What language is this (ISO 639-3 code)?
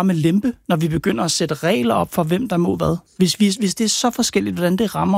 dan